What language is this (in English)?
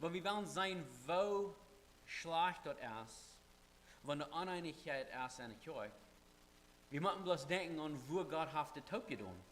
Plautdietsch